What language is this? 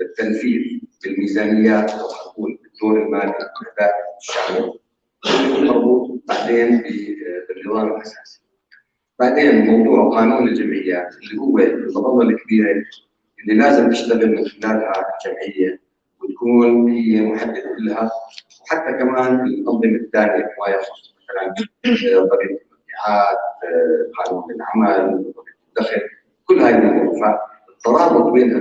North Levantine Arabic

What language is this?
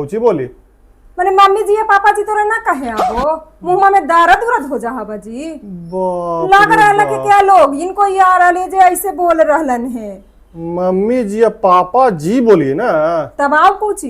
Magahi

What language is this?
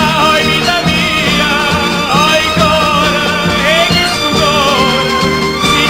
Neapolitan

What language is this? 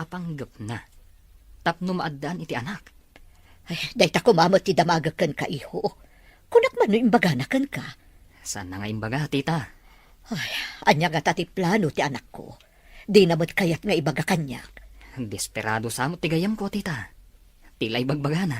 Iloko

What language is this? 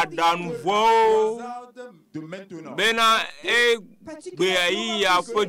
Ewe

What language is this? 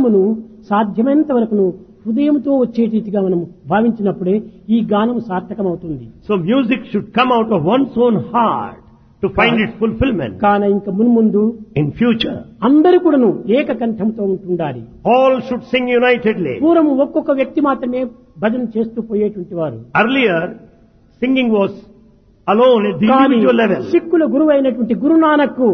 Telugu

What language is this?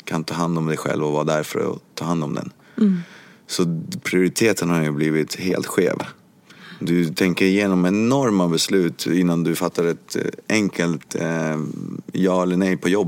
Swedish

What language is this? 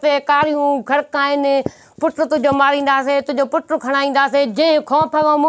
Sindhi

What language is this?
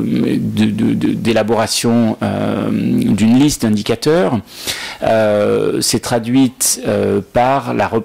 French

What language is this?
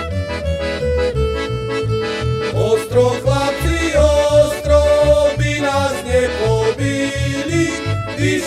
Slovak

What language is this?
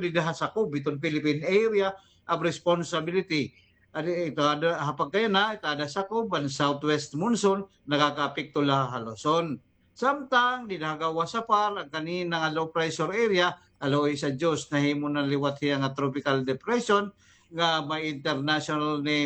Waray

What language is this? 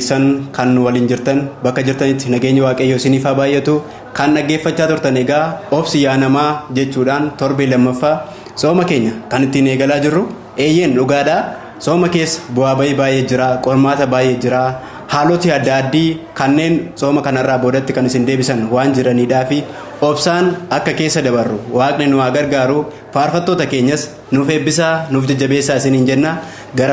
Oromo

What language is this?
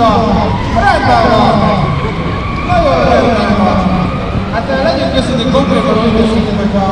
Hungarian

